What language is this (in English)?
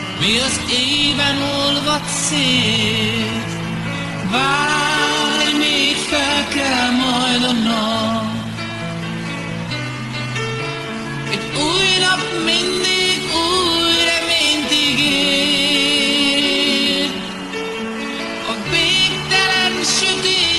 Hungarian